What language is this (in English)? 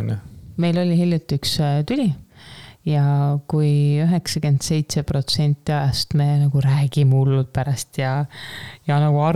Estonian